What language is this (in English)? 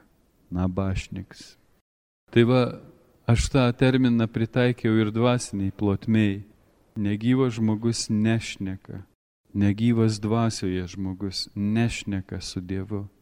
Lithuanian